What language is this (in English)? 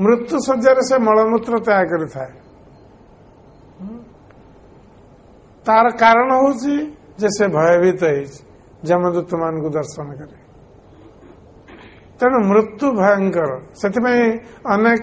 Odia